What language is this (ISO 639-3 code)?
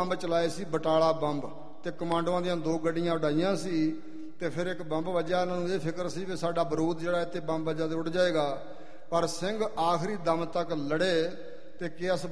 pan